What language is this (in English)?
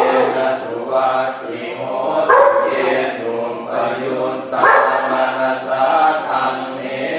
Pali